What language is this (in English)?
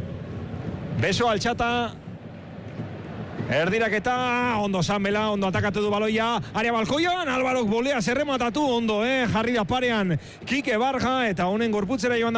Basque